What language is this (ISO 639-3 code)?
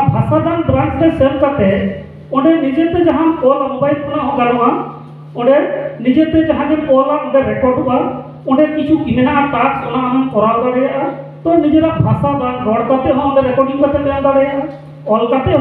sat